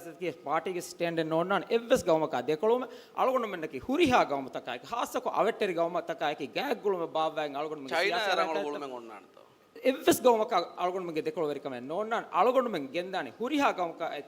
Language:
Divehi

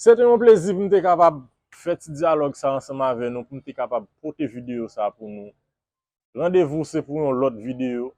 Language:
Haitian Creole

